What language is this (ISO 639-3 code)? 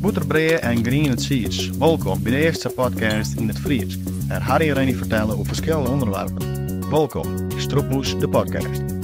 fry